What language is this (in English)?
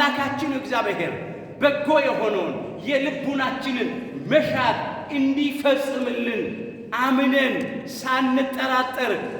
Amharic